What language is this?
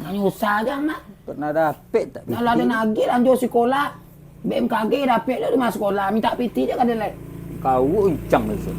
Minangkabau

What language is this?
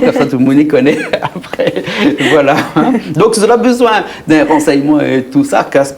Réunion Creole French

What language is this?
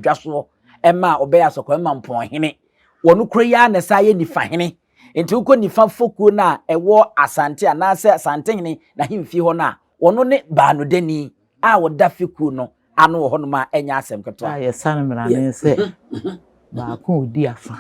Akan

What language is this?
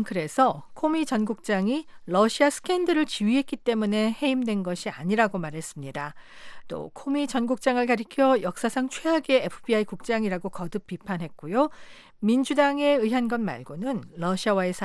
Korean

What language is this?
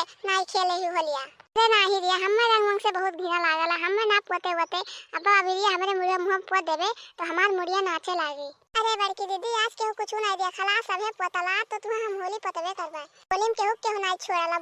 Awadhi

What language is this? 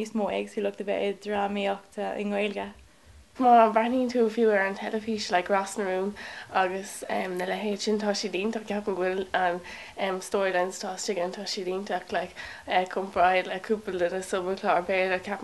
Irish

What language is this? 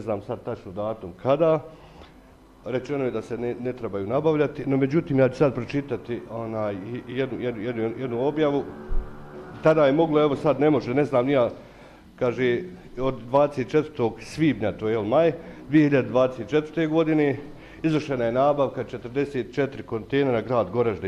Bosnian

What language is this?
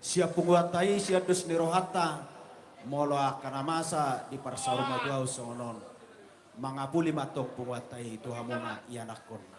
Batak Toba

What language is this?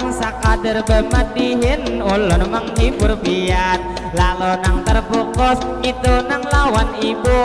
Banjar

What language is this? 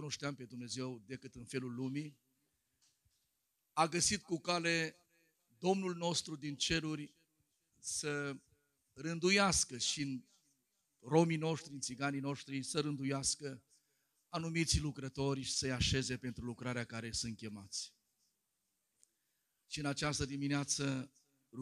Romanian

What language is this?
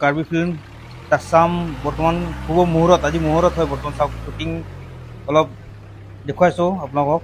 Karbi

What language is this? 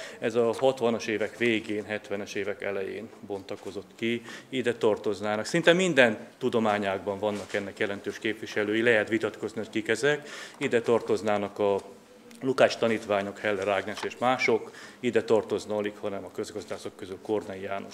Hungarian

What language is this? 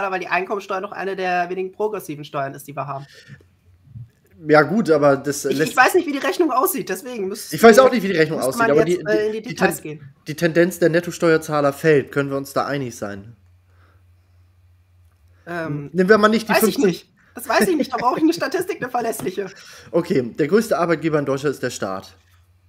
German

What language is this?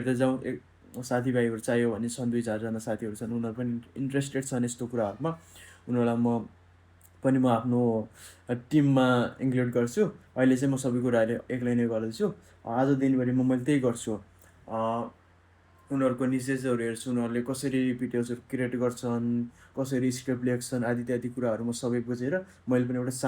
Nepali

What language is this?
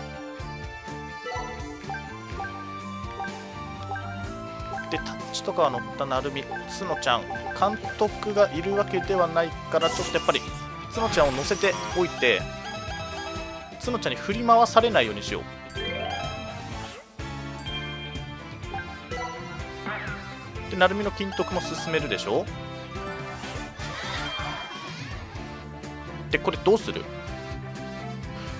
Japanese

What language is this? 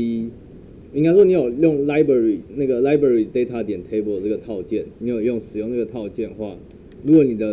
Chinese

